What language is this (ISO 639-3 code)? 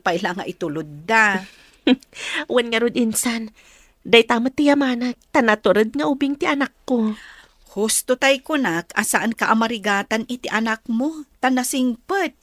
ilo